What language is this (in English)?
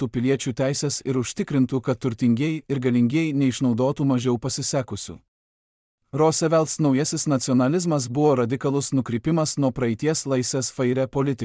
Lithuanian